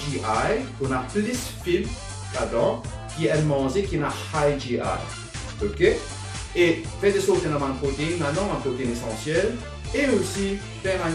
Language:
Morisyen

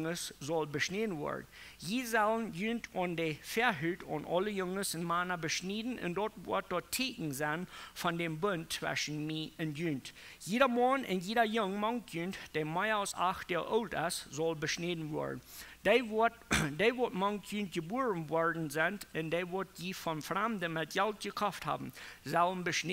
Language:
Plautdietsch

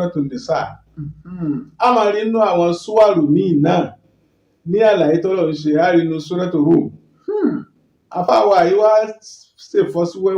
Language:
Yoruba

